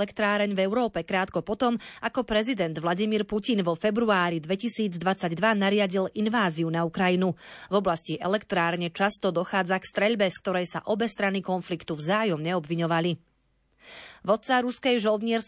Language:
Slovak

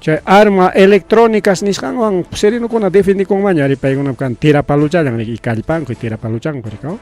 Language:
Ayacucho Quechua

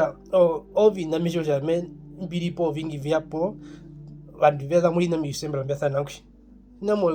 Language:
Herero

